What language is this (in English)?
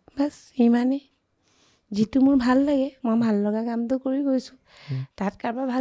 Assamese